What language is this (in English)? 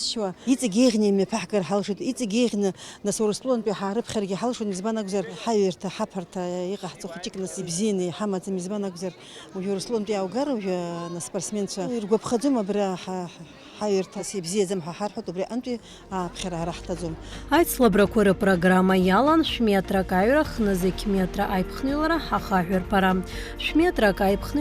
Abkhazian